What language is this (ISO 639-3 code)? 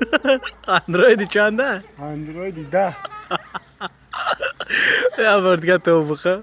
tgk